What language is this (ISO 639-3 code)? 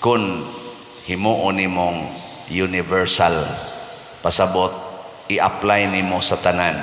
ceb